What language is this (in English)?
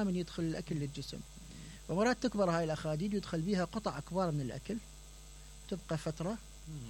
Mesopotamian Arabic